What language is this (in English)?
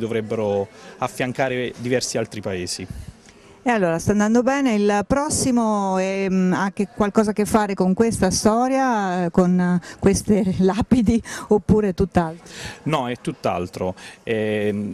Italian